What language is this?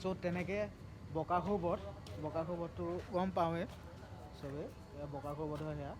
Assamese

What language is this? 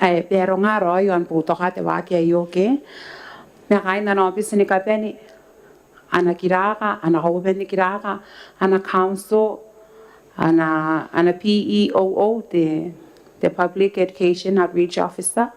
Gilbertese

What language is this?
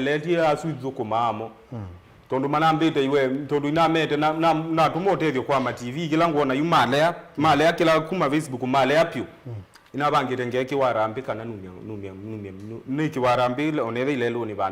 Kamba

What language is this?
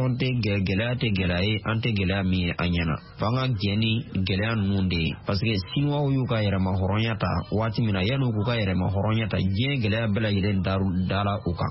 Bambara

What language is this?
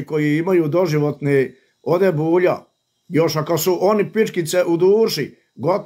Bosnian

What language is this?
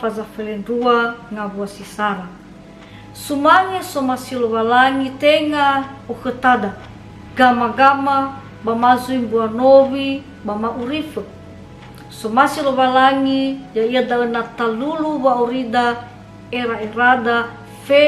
Nias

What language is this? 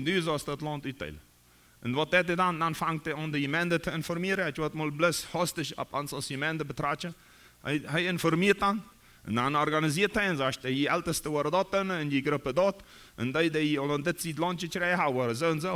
Plautdietsch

